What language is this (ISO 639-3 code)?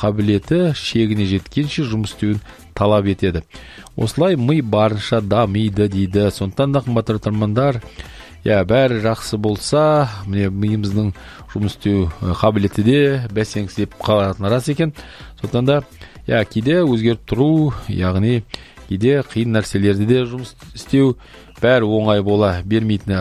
kaz